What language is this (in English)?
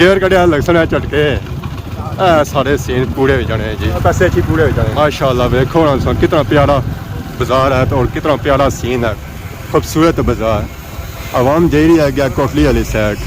Pahari-Potwari